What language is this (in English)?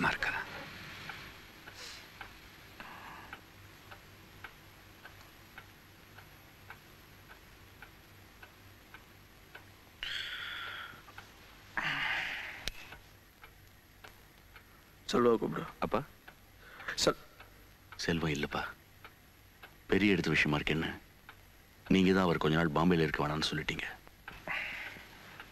Tamil